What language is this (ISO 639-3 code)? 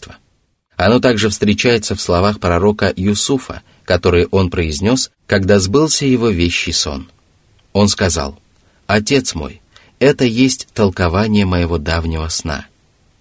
rus